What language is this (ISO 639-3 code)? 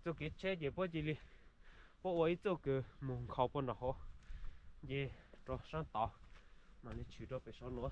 hmn